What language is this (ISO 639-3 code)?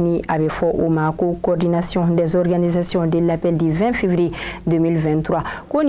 bam